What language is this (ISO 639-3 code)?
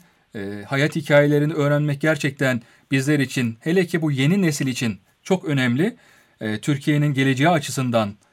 tur